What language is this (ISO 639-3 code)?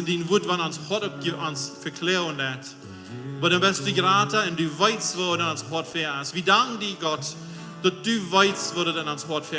pdt